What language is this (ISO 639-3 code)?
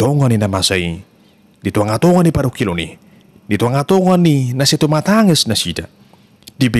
bbc